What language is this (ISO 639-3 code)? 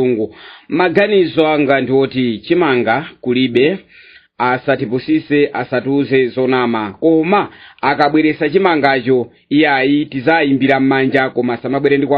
nya